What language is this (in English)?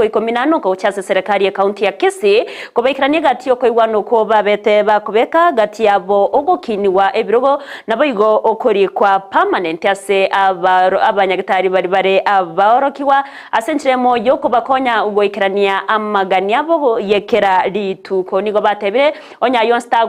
Gusii